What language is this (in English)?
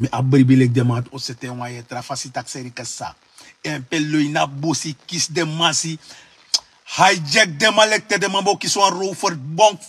Sranan Tongo